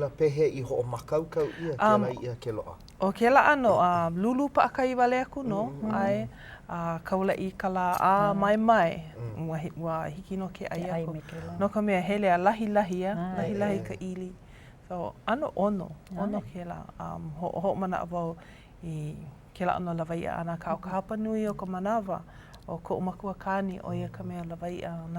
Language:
Hawaiian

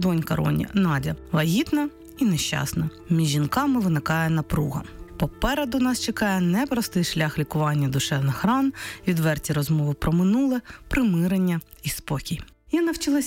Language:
Ukrainian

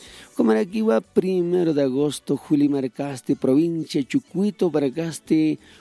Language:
Aymara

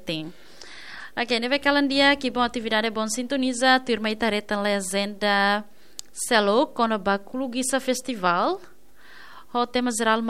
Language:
Tetum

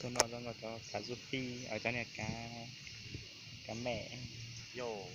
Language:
Hmong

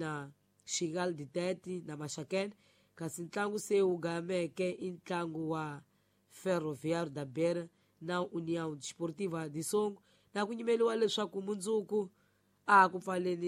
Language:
Tsonga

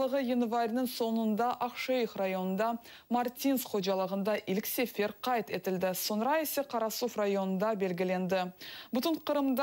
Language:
Crimean Tatar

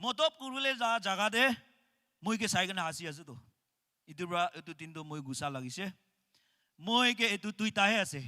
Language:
Naga Pidgin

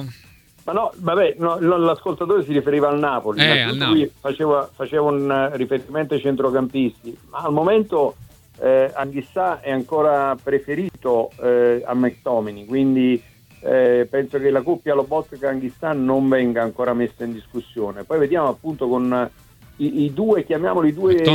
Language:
Italian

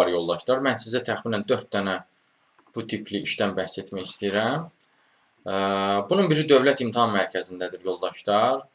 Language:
Azerbaijani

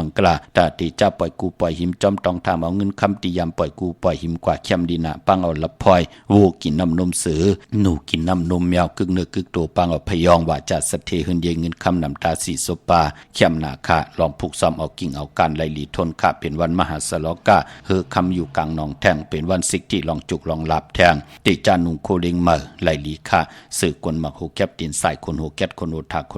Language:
Shan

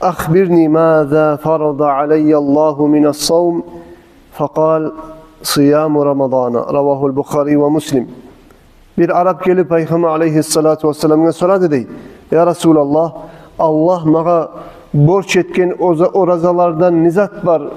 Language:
Kumyk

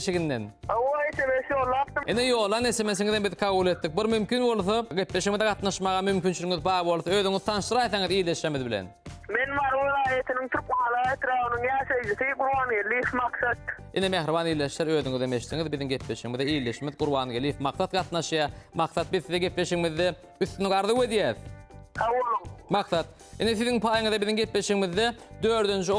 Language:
Turkmen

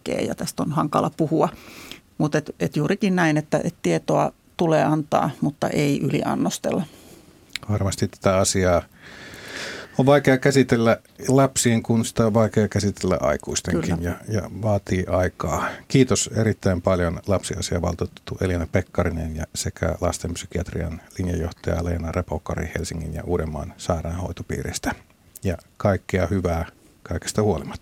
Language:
Finnish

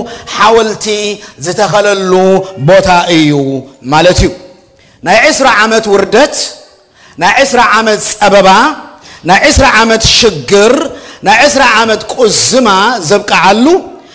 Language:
Tigrinya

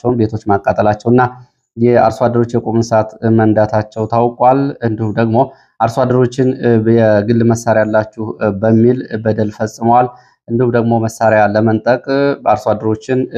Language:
Amharic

